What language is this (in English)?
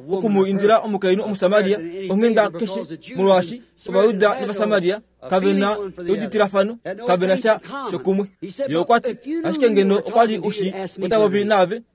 Kuanyama